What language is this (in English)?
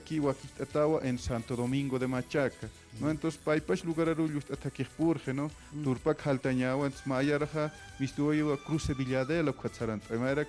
Aymara